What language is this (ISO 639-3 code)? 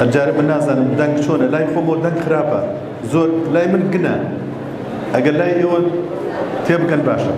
ckb